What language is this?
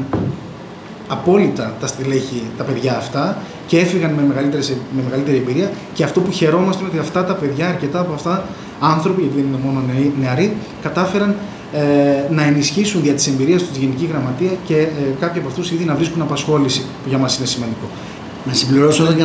Greek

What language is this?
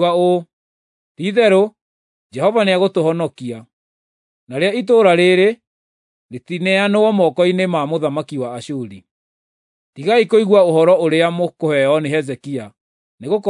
Kikuyu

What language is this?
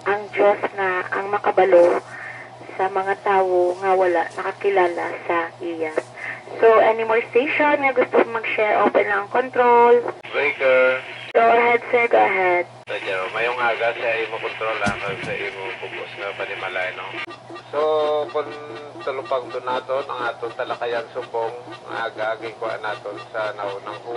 Hiligaynon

